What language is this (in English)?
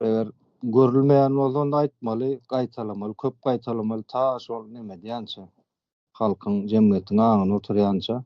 Turkmen